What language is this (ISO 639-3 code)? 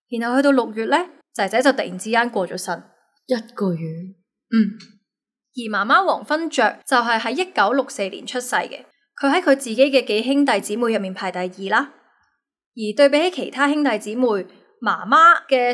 yue